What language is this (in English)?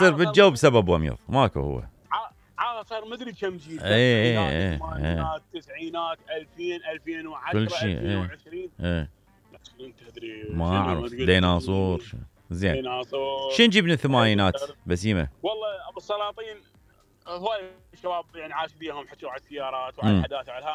Mesopotamian Arabic